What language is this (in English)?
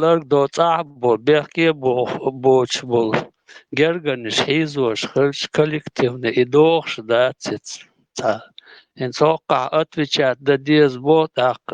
Chechen